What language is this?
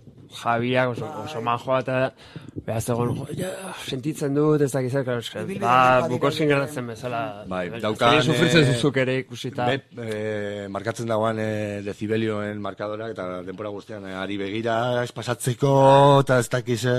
Basque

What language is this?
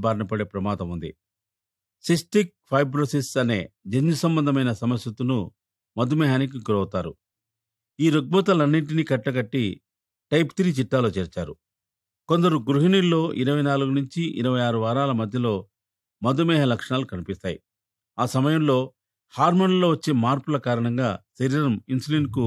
Telugu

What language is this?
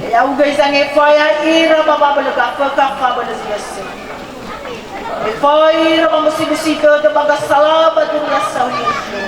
Nias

